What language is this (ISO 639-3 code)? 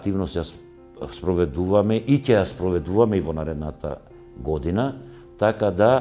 mkd